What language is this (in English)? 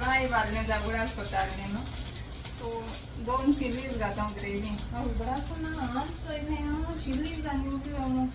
Konkani